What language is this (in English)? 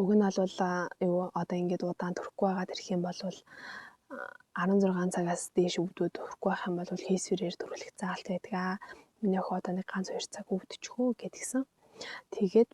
Mongolian